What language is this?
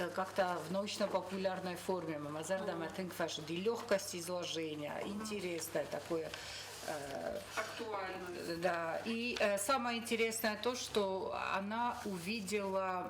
Ossetic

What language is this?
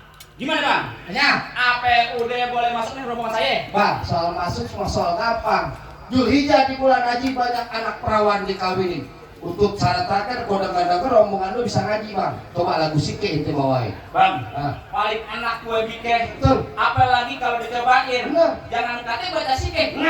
Betawi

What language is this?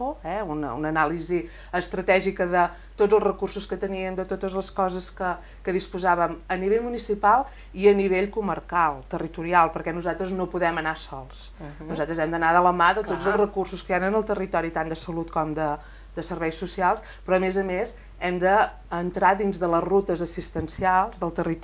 Catalan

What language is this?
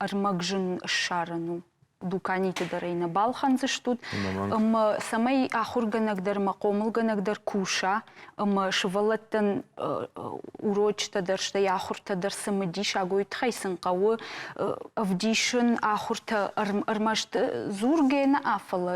Ossetic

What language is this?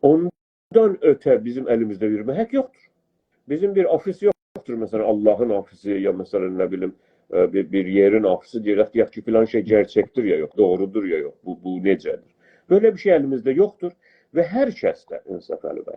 South Azerbaijani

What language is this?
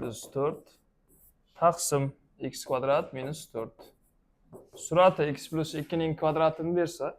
Uzbek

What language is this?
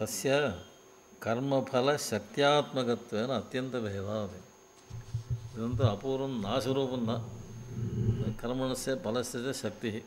Sanskrit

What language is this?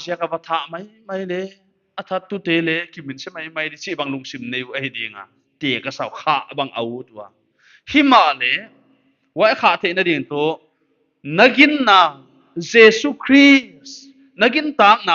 Paite Chin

